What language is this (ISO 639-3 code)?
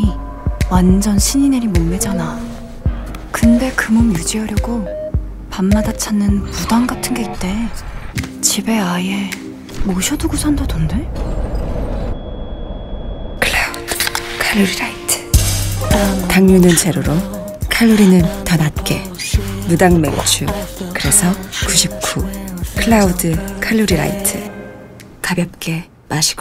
kor